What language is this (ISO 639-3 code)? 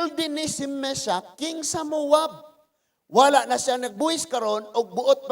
ceb